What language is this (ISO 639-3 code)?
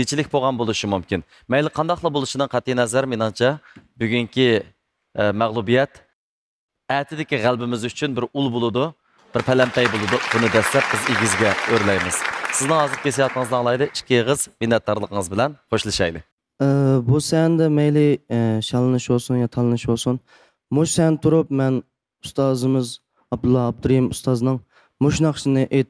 uig